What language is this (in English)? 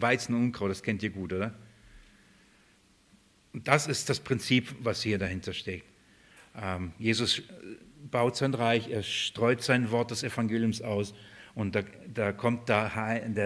German